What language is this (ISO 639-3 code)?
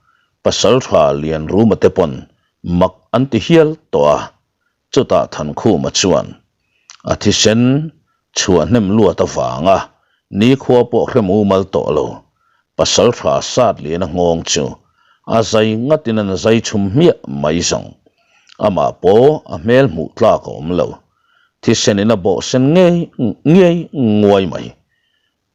lus